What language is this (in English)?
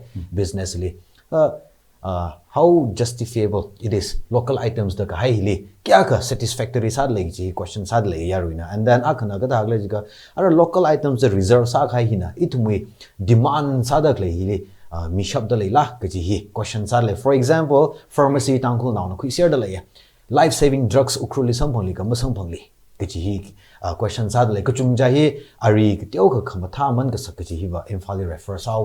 Tangkhul Naga (India)